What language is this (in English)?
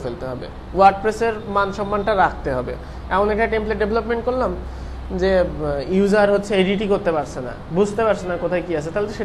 Bangla